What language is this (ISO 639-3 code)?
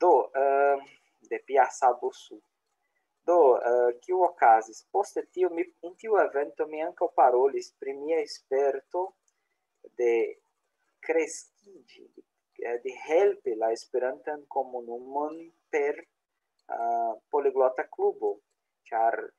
epo